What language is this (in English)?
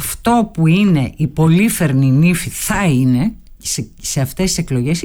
Greek